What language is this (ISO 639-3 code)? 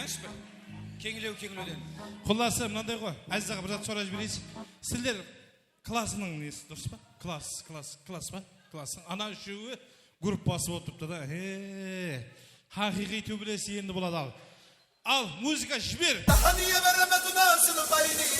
kaa